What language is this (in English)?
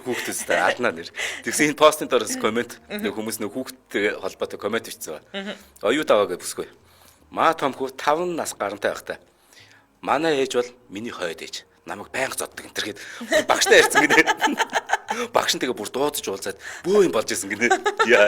Mongolian